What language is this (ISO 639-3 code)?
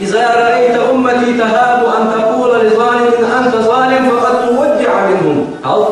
inh